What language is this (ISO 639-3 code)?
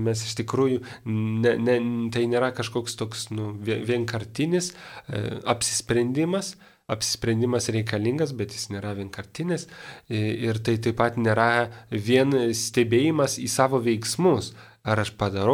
lit